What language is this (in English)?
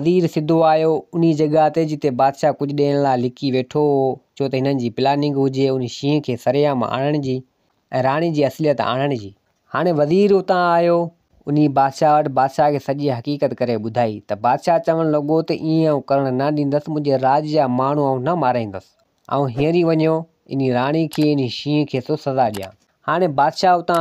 Sindhi